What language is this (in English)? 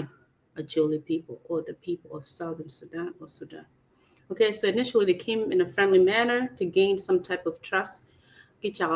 Acoli